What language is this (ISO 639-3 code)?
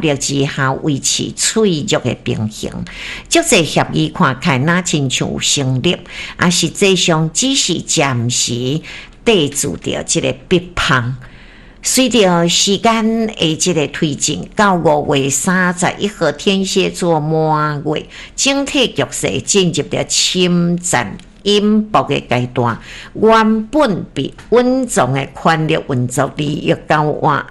nan